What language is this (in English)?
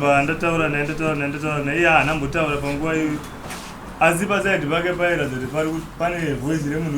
Shona